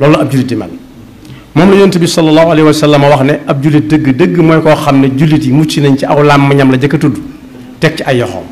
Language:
Wolof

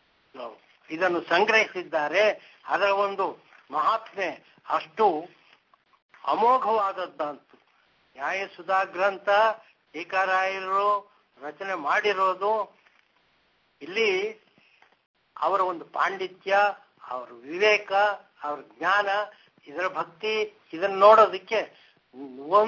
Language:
Kannada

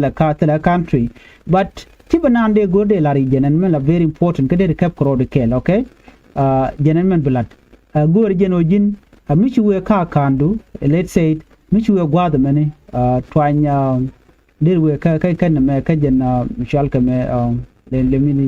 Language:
Nuer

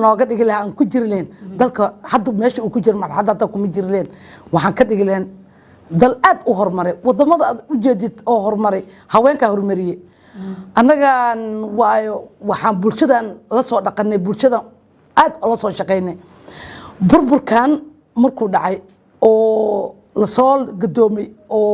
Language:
Somali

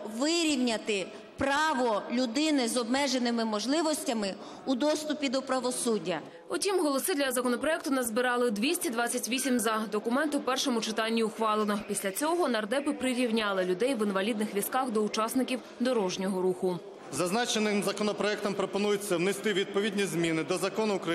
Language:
Ukrainian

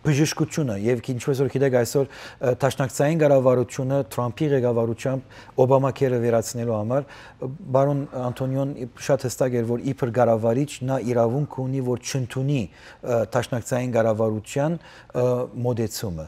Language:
Western Armenian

